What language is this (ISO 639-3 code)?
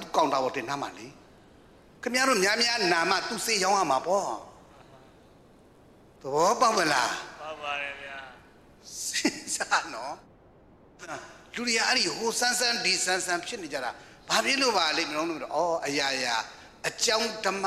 mya